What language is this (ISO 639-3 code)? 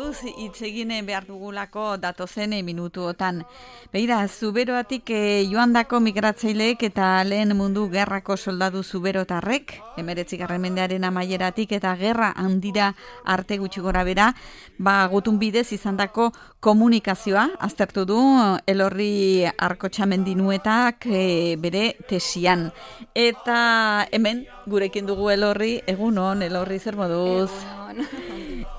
eus